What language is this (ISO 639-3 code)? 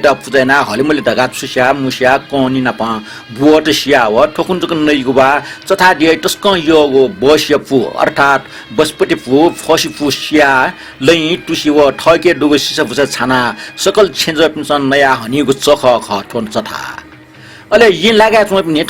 new